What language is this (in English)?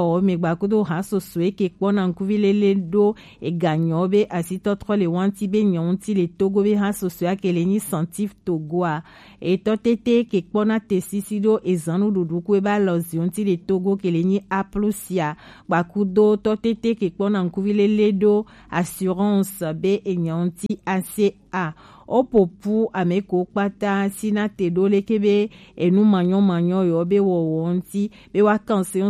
Gen